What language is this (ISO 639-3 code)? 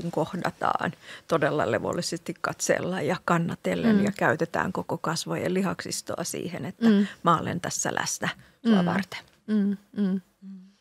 fin